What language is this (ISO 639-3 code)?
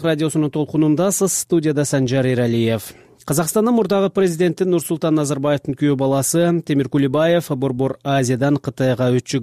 kir